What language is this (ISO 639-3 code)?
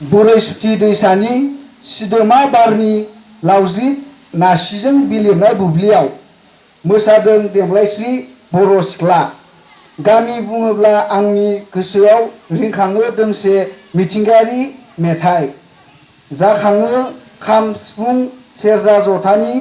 brx